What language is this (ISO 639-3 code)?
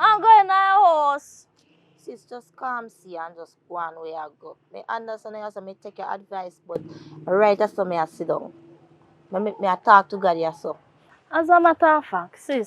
jam